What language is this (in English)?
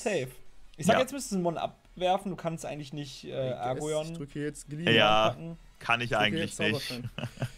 German